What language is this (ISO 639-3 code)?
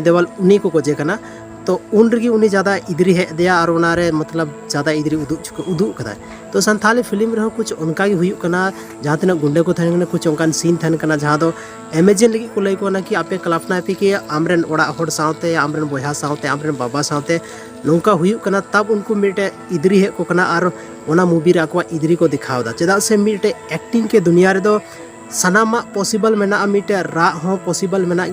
sat